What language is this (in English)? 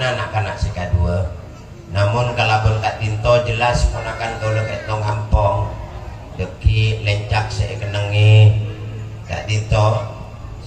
Madurese